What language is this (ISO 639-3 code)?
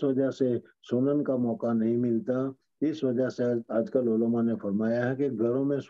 urd